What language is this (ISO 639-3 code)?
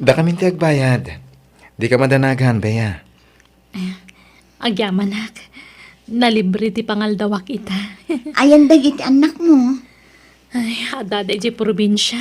ilo